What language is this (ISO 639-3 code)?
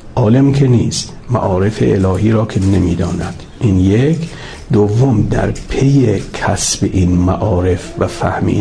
fas